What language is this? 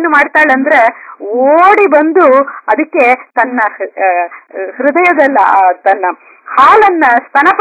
Kannada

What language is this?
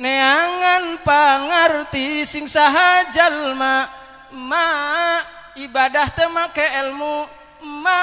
Sundanese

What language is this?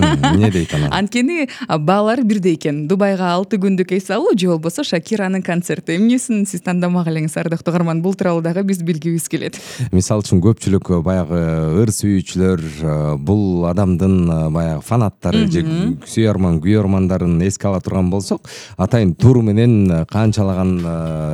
Kyrgyz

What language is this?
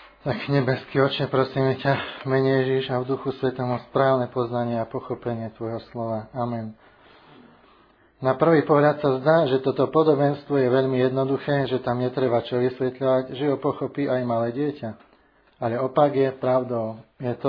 Slovak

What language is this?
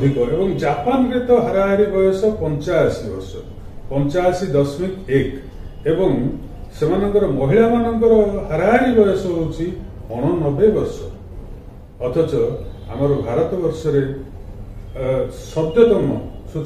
Odia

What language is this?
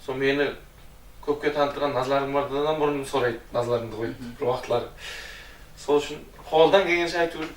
Kara-Kalpak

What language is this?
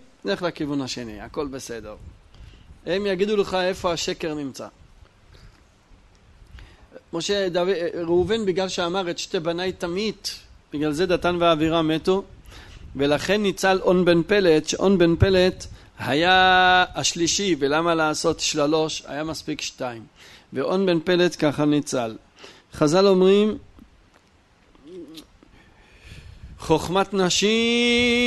Hebrew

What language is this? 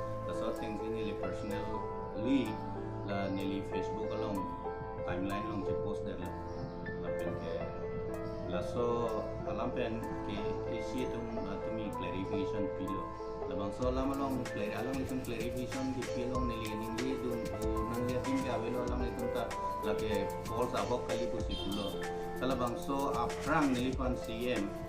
Karbi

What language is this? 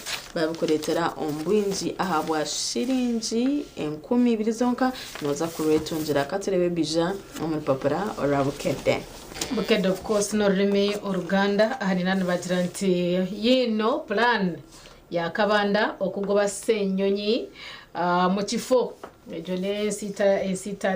Nyankole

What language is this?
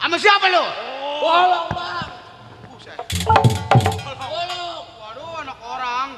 Betawi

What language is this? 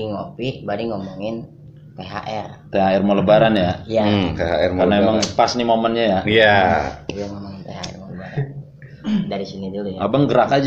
Betawi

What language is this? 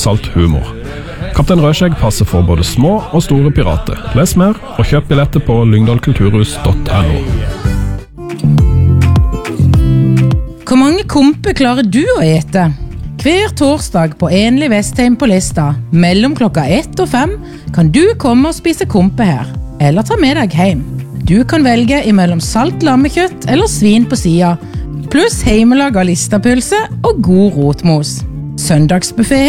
Norwegian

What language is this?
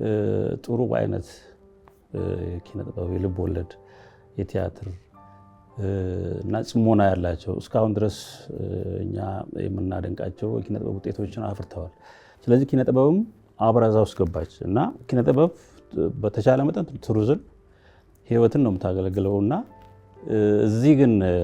Amharic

